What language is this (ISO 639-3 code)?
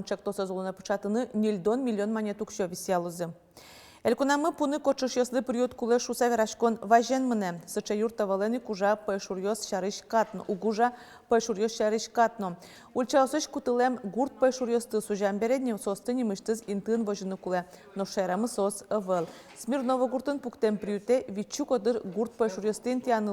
udm